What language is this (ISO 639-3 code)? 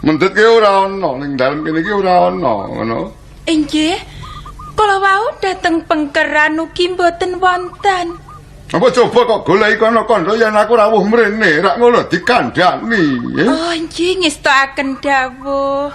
jav